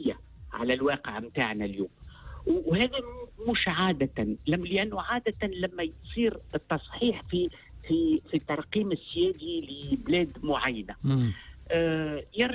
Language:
Tunisian Arabic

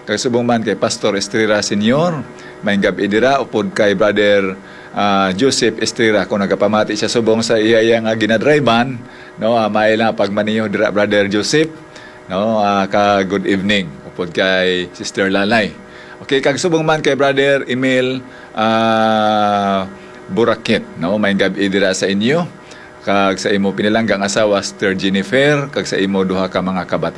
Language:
Hiligaynon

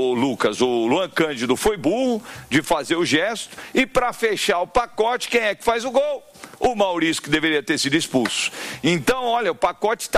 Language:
Portuguese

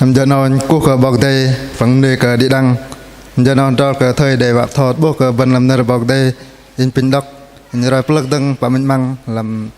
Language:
Bahnar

